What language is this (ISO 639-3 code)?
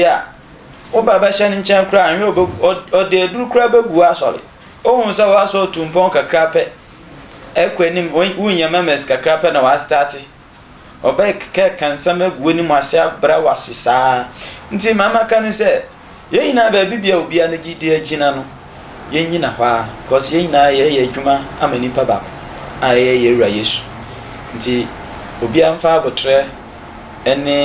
aka